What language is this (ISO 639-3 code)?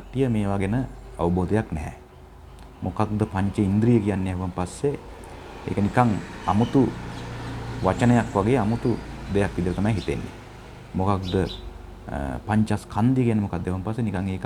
sin